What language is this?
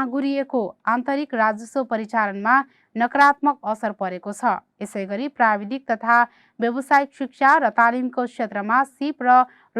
Nepali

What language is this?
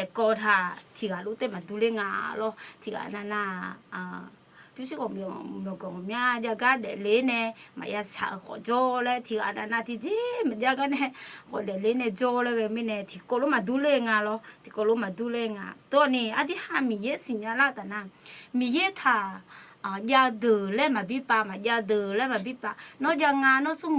Akha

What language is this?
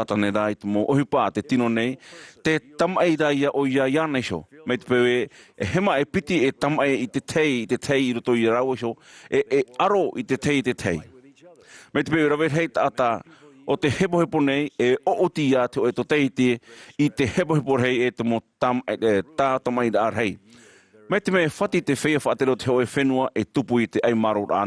Tahitian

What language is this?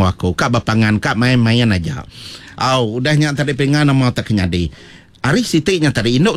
Iban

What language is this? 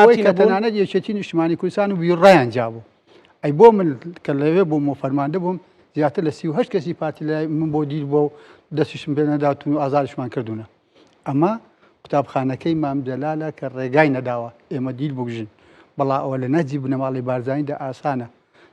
Central Kurdish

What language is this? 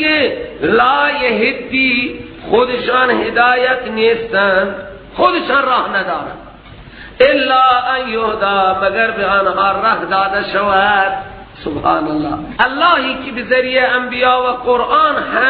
Persian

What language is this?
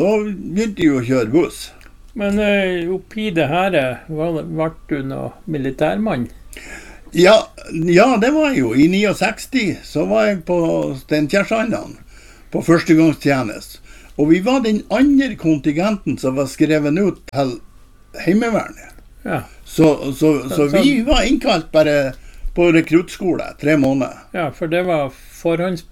Norwegian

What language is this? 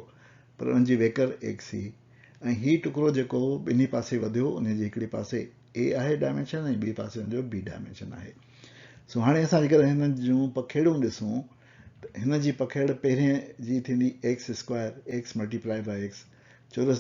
Sindhi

